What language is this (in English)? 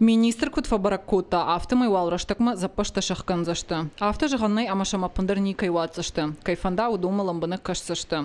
Ossetic